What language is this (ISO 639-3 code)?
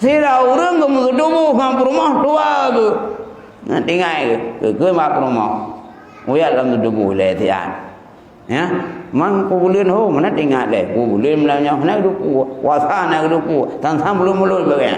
ace